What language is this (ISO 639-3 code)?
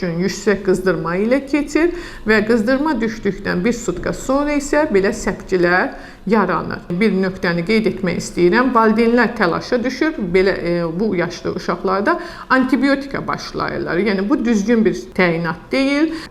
aze